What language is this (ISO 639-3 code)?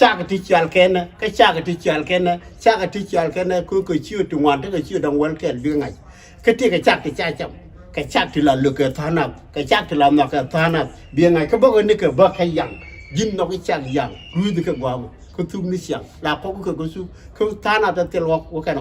nus